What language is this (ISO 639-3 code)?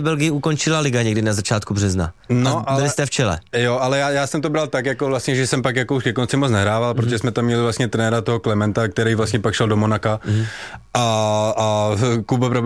ces